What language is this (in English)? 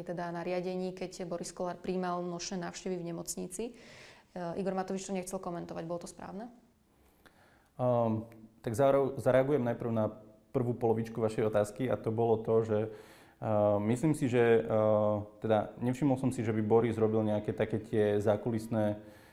Slovak